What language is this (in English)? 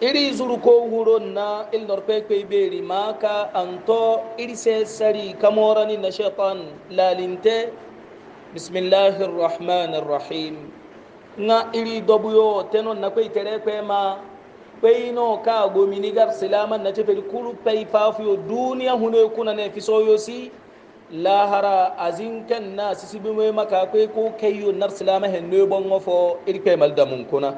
Hausa